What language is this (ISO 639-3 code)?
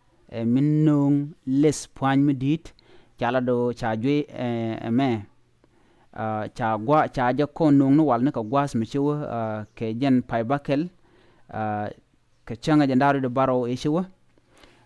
nus